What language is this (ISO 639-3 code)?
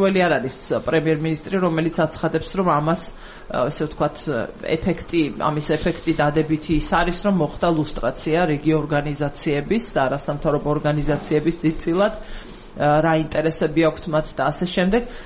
kat